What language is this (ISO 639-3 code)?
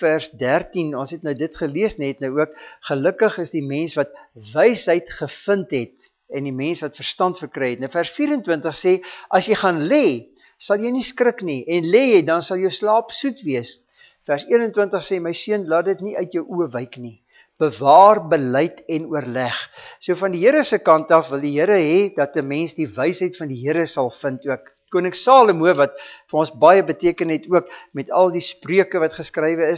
afr